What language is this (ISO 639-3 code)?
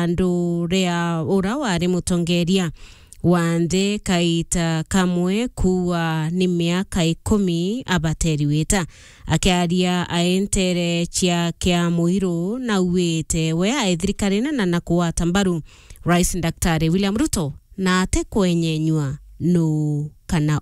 mer